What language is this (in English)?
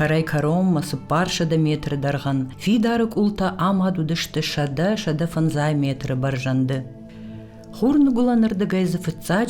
Ossetic